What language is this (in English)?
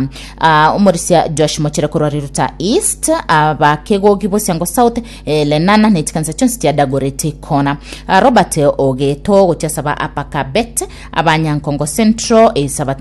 Gusii